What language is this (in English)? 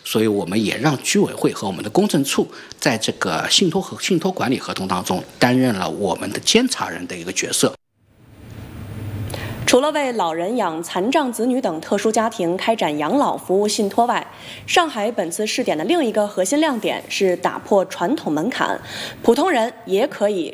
Chinese